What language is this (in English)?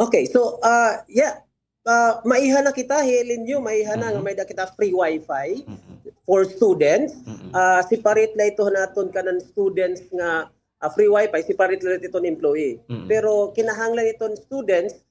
Waray